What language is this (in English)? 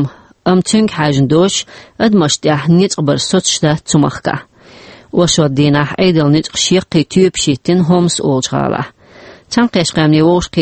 Chechen